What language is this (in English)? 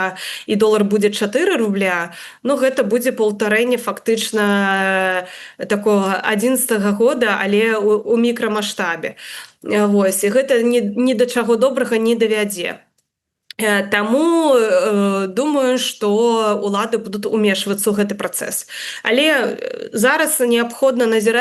Belarusian